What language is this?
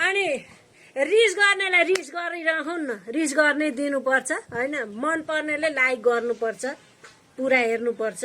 Nepali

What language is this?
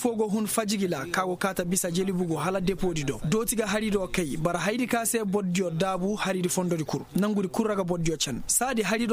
Koyraboro Senni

